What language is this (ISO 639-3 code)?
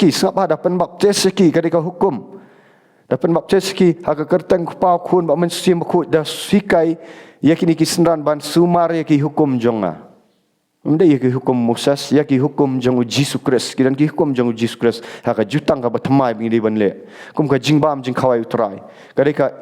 kha